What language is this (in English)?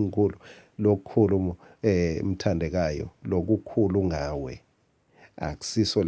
Swati